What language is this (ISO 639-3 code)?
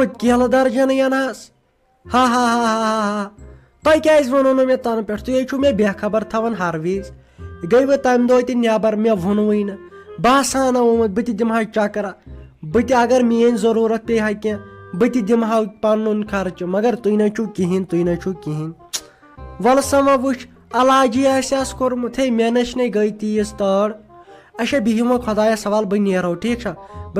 kas